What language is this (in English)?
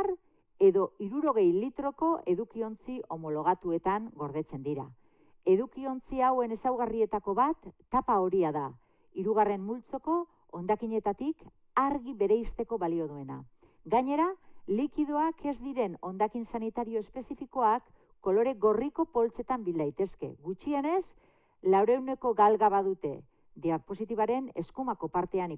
Basque